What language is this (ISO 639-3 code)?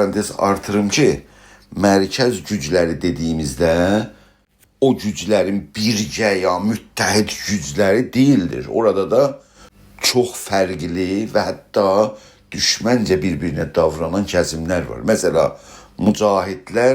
azb